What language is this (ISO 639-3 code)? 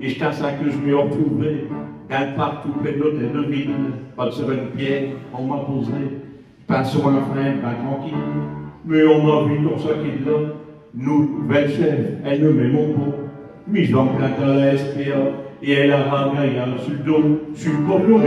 pcd